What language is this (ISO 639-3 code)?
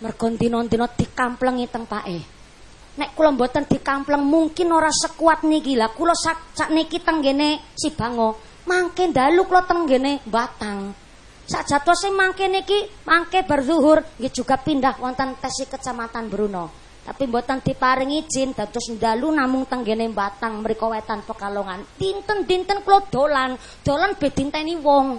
jav